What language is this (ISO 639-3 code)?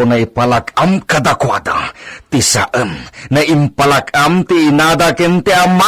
ilo